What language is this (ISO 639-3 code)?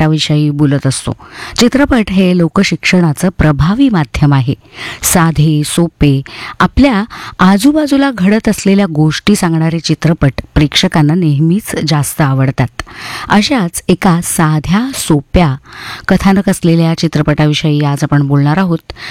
mar